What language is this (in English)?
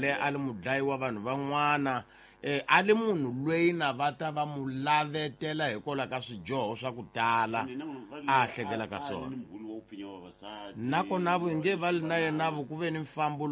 Tsonga